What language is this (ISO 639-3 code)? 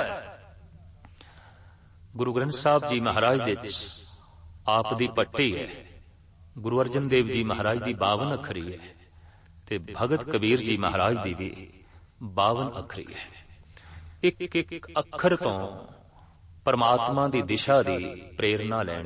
pan